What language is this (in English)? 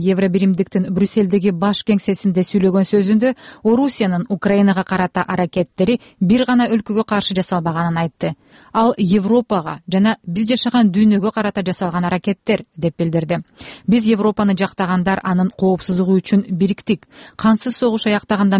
Kyrgyz